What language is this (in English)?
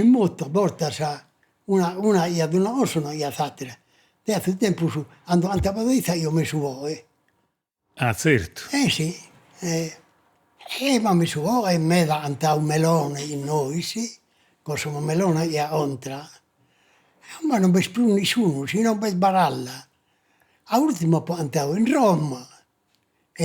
Sardinian